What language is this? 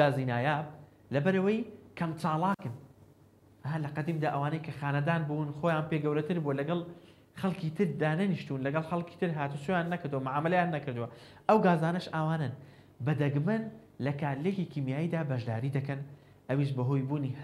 Central Kurdish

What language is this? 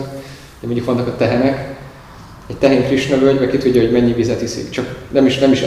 Hungarian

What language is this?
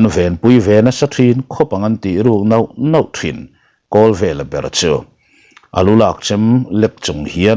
Mizo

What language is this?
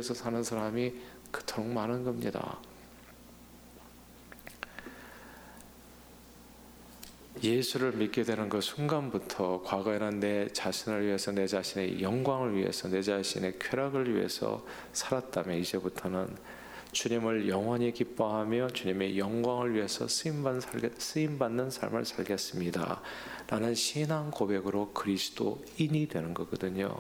Korean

